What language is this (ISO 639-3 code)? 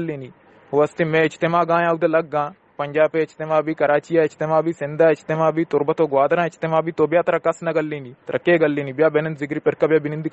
bgp